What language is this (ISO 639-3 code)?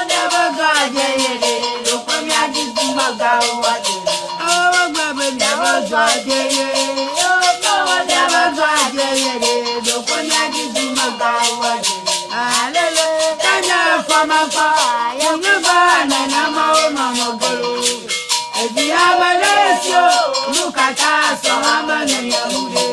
ewe